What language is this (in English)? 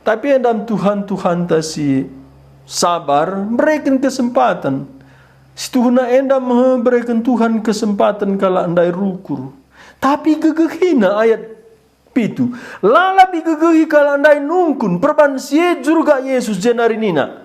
Batak Karo